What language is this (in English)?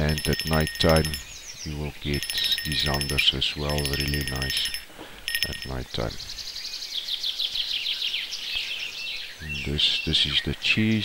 English